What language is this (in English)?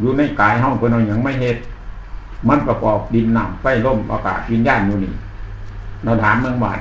Northeastern Thai